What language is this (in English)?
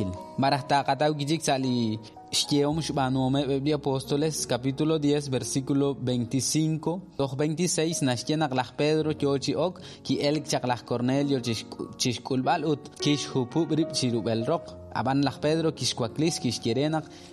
Kekchí